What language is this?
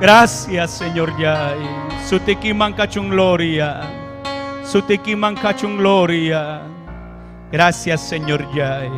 Ayacucho Quechua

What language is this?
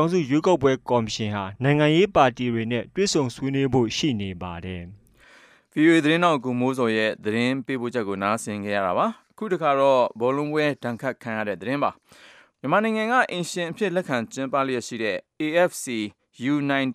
Burmese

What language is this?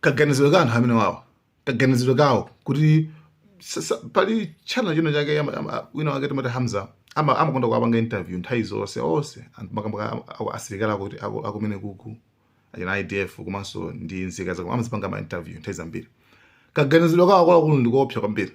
Nyanja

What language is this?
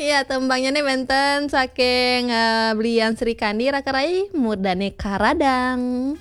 Balinese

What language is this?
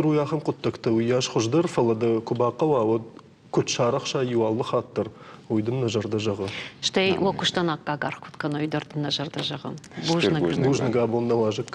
Ossetic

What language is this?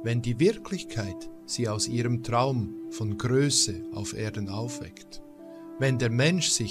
German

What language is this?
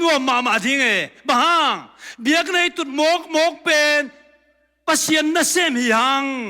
Tedim Chin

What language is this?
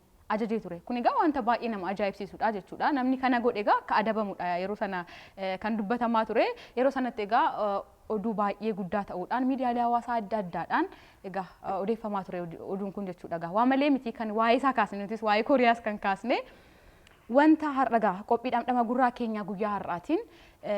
Oromo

